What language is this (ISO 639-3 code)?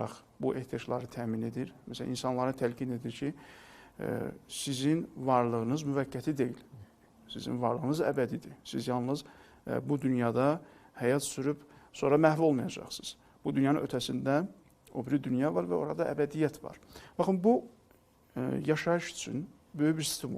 aze